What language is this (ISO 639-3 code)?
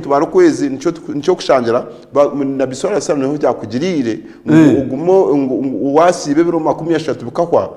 nyn